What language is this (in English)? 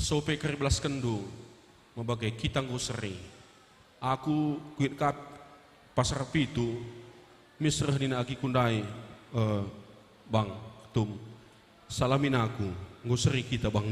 Batak Karo